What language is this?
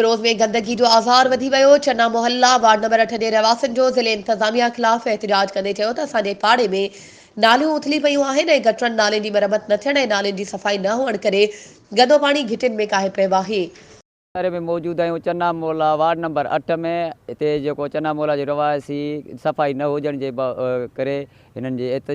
Sindhi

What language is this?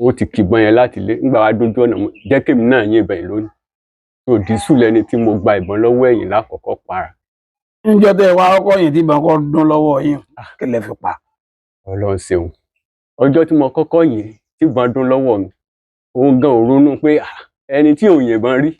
Yoruba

